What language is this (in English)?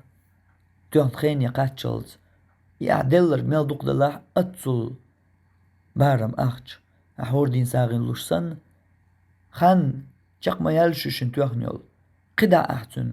Chechen